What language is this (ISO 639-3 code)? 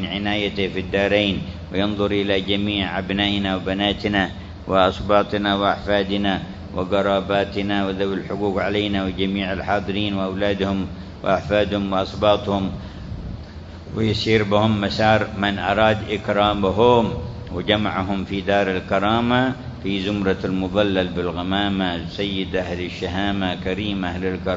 ara